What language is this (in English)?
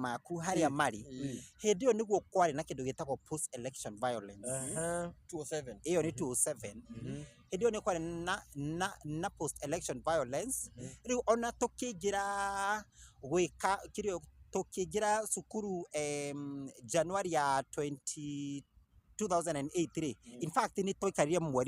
Kikuyu